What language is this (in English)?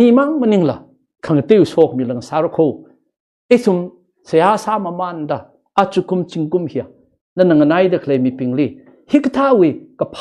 Tangkhul Naga (India)